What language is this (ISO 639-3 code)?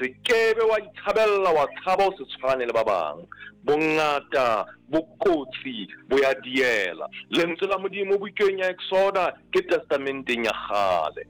sot